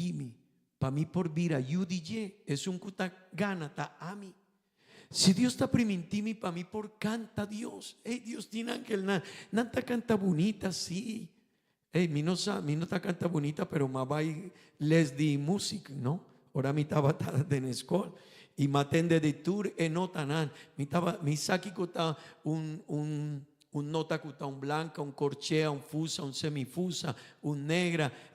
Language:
Papiamento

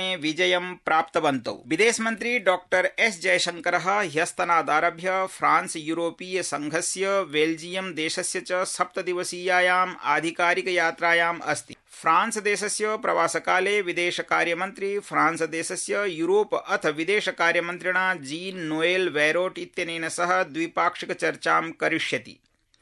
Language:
Sanskrit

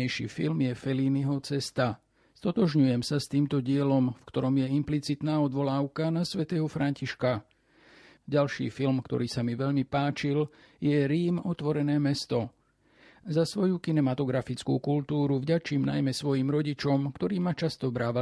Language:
Slovak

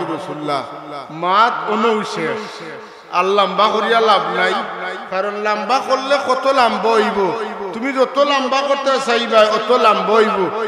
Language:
Sylheti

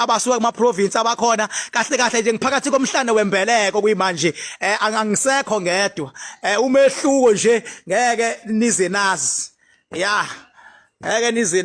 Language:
Zulu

